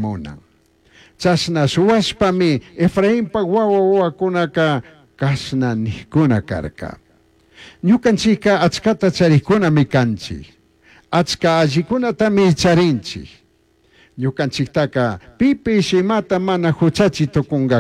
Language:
Chimborazo Highland Quichua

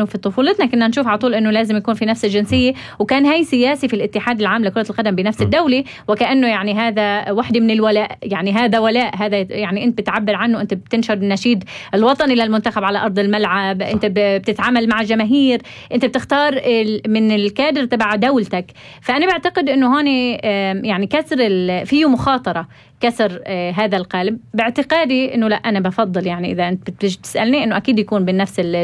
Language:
North Levantine Arabic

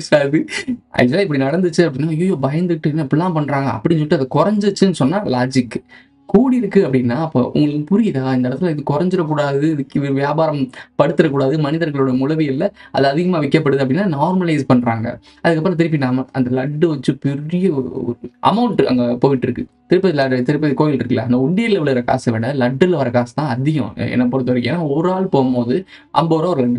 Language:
Tamil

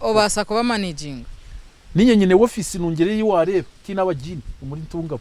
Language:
Nyankole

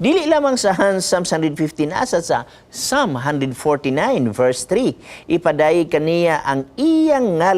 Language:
Cebuano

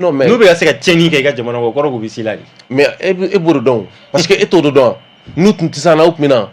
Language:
Bambara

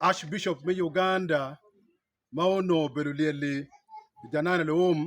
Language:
Acoli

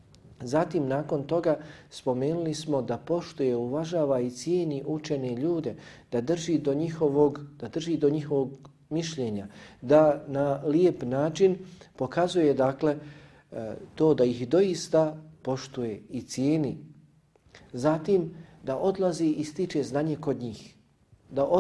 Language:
Bosnian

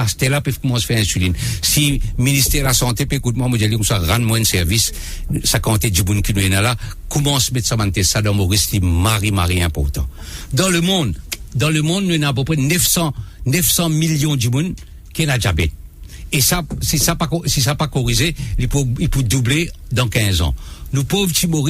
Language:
Morisyen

